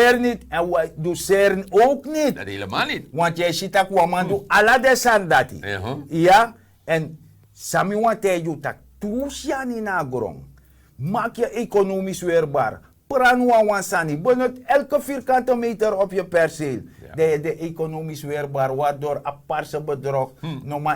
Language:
Sranan Tongo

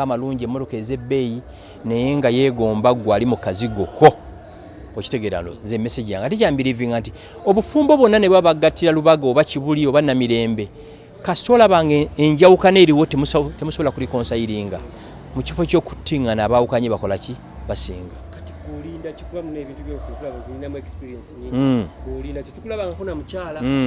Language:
Ganda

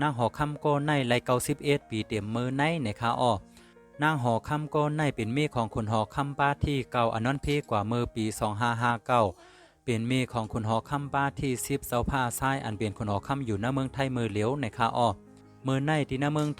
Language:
Shan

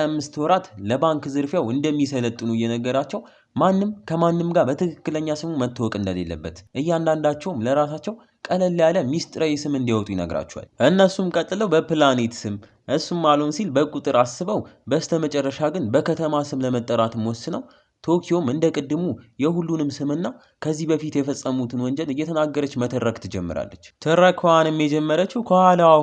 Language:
Amharic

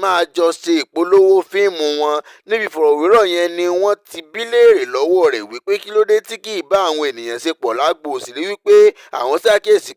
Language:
Yoruba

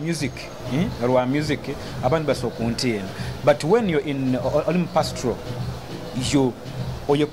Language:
Nyoro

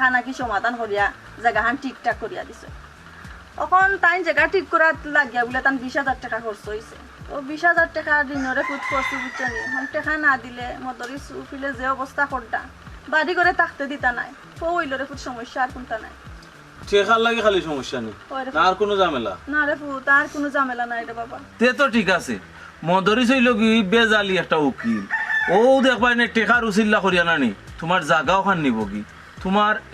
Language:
Sylheti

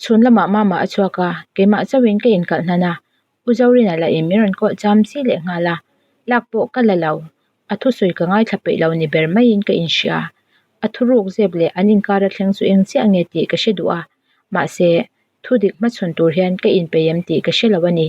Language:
Mizo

